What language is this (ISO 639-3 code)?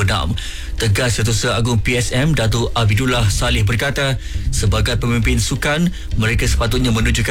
msa